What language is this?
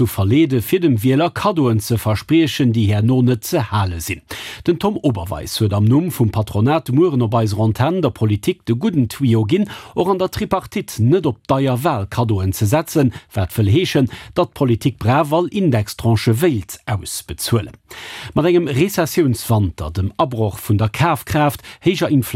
Luxembourgish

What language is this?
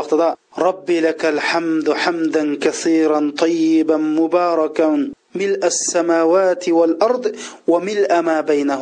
Uyghur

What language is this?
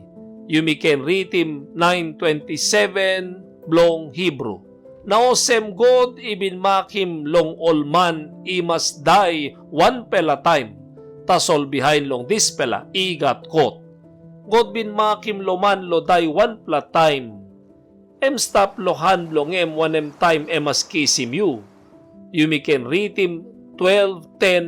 Tok Pisin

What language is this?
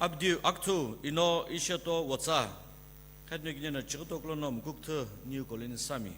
Sumi Naga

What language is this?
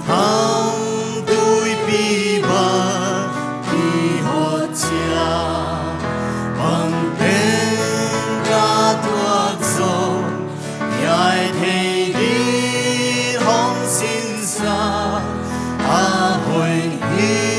Paite Chin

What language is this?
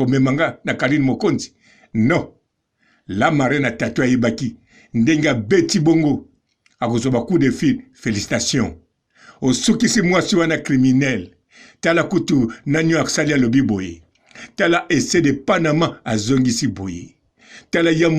Lingala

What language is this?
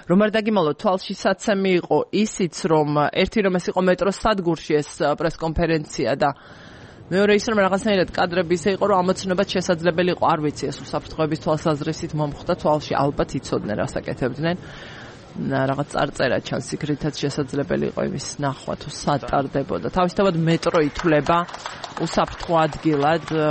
Georgian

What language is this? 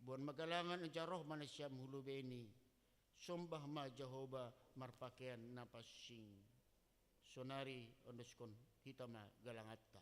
Batak Simalungun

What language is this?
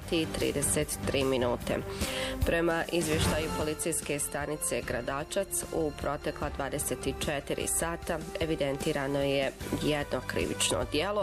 Bosnian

